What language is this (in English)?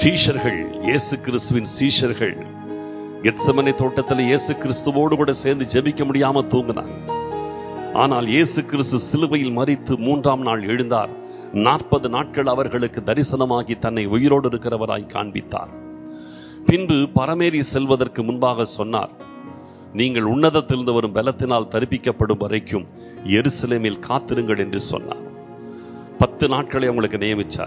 Tamil